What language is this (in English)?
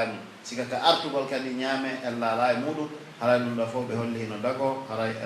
Pular